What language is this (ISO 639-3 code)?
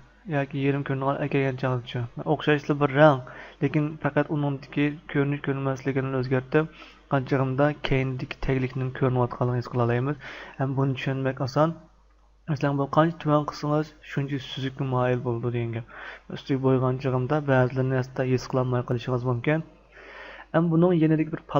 uig